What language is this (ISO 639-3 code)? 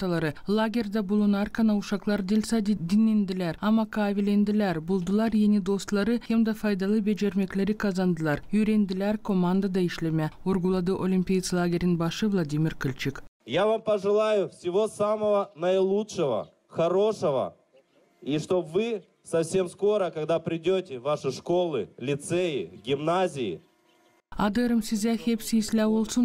gag